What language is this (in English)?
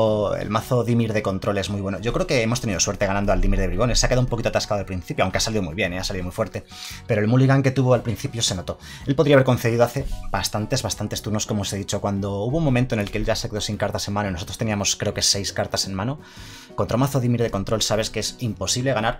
Spanish